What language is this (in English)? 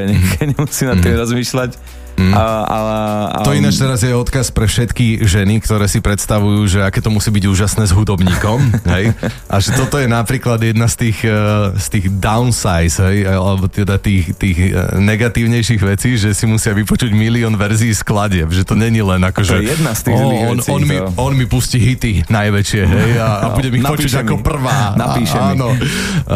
Slovak